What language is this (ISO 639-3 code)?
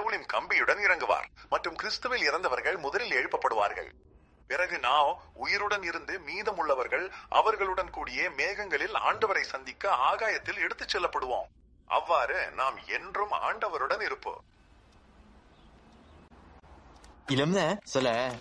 tam